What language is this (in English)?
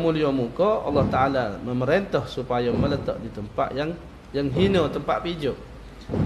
Malay